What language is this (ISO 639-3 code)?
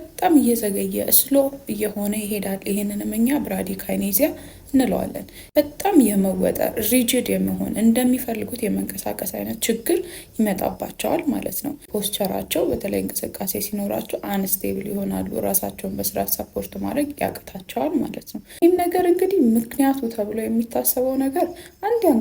amh